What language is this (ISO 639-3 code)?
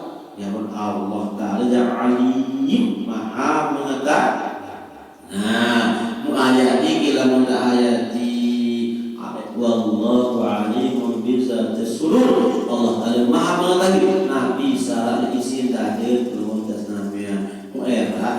sas